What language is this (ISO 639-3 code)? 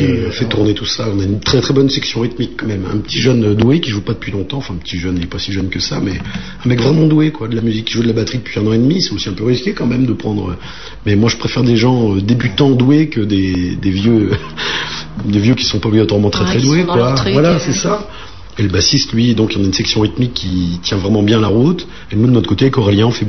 fra